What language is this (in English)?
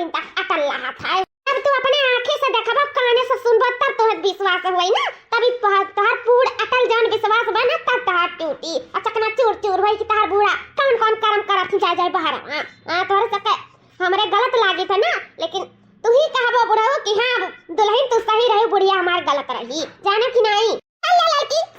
Awadhi